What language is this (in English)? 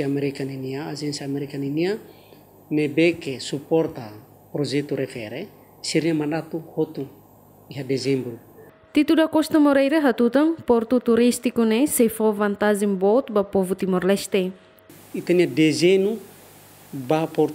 Tetum